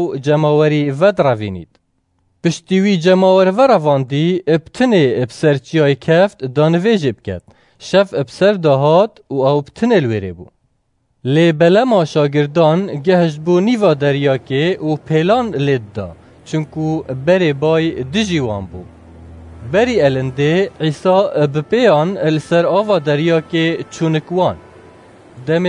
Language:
Kurdish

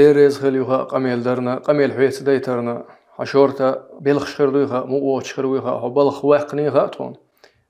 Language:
Chechen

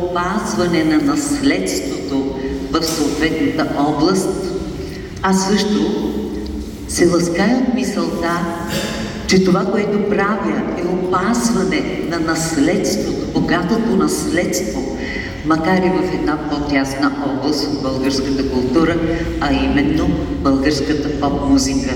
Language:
Bulgarian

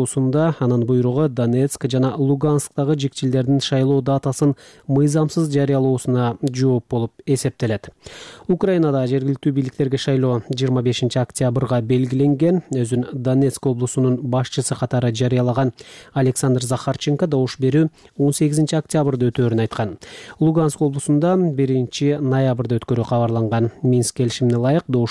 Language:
Kyrgyz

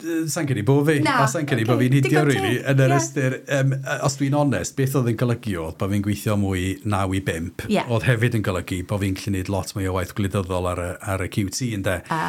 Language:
Welsh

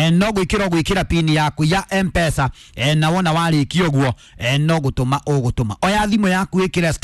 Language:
Kikuyu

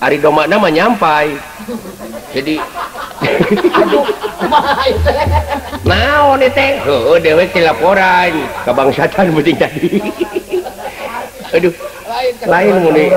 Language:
Sundanese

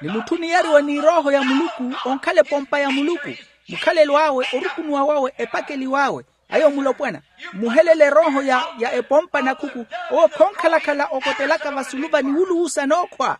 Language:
Makhuwa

